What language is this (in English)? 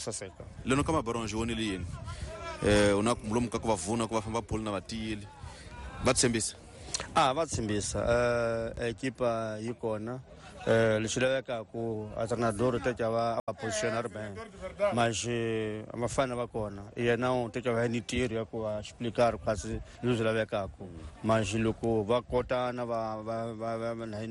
Tsonga